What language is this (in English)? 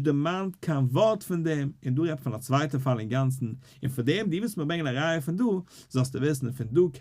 Yiddish